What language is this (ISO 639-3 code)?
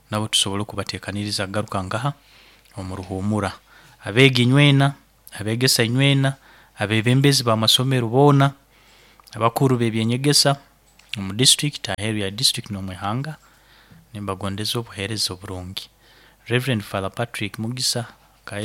nyo